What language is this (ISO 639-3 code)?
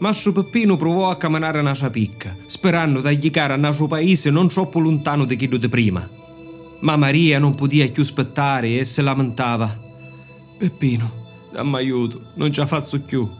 scn